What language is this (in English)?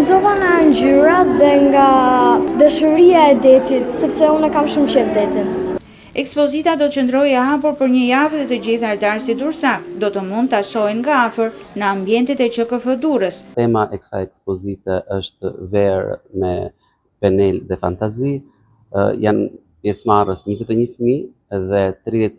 Albanian